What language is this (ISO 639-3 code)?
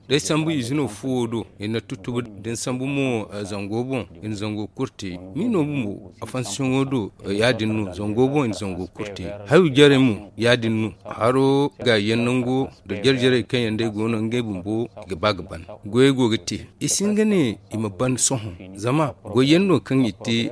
dje